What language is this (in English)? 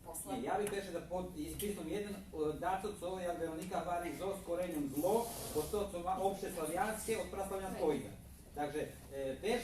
Rusyn